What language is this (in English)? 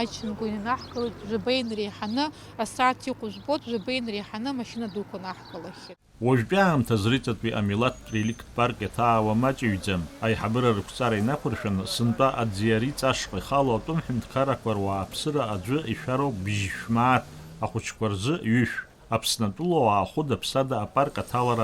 Abkhazian